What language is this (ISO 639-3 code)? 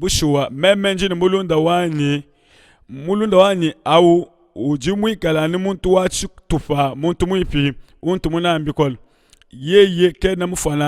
lua